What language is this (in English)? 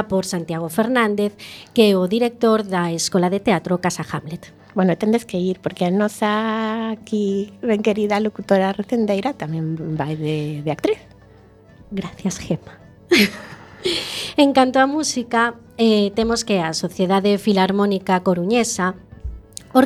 Galician